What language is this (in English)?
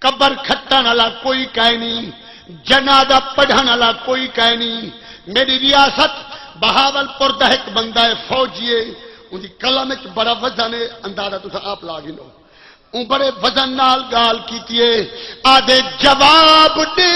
Saraiki